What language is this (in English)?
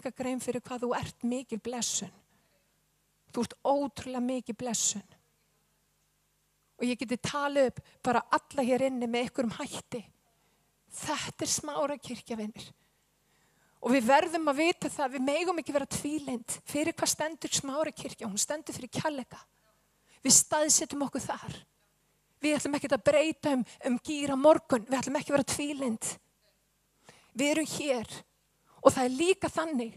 Icelandic